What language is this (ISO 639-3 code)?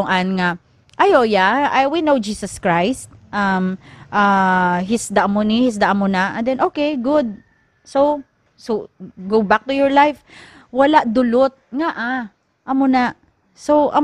hil